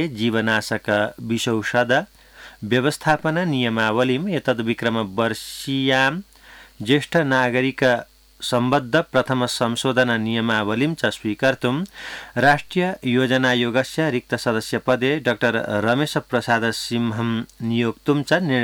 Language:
Sanskrit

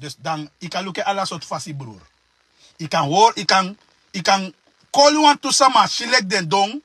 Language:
Sranan Tongo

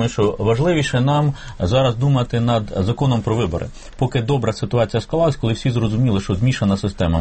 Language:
Ukrainian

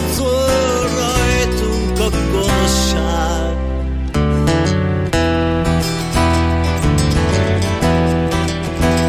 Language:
Hungarian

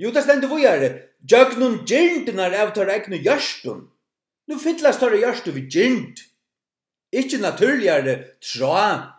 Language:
Faroese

